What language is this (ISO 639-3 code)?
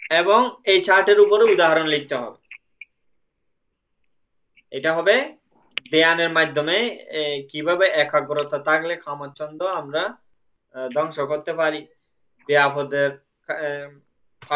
ben